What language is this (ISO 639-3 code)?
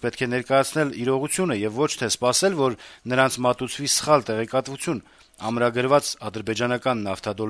hye